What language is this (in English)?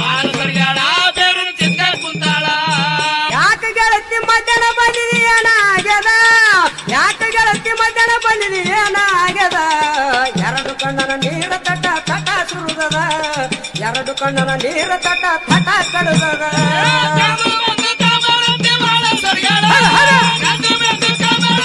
Kannada